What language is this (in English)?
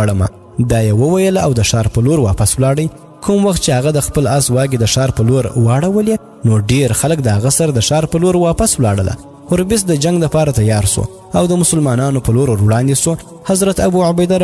Pashto